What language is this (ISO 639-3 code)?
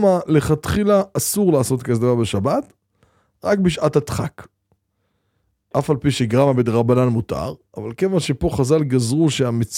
heb